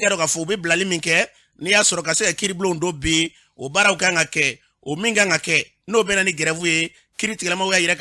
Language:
Bambara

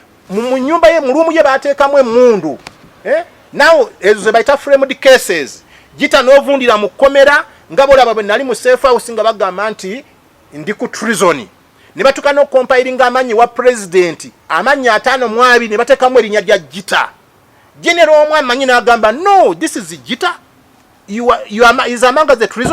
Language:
Ganda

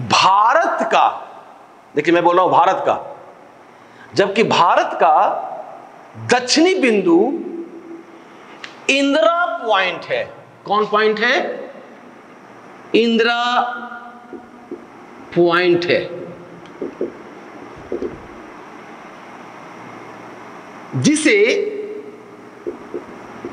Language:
Hindi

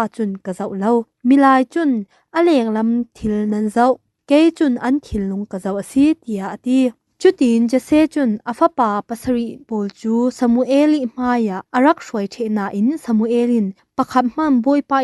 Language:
Falam Chin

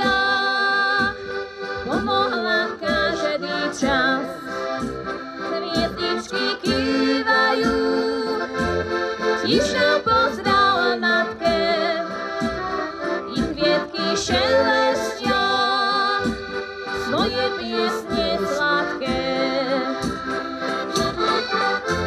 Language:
Slovak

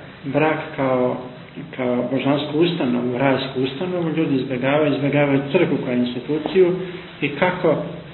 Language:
Croatian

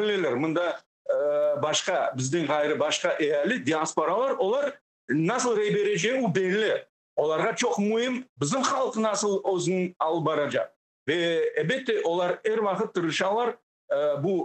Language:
Crimean Tatar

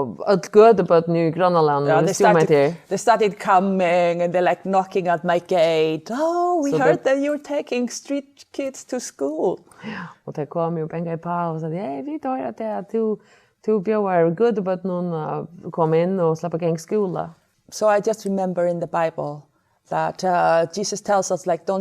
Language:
Faroese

